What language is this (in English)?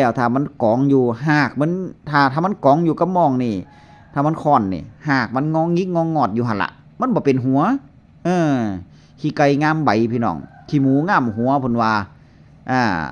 Northeastern Thai